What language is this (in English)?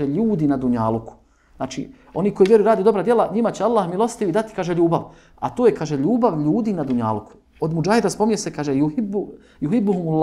Bosnian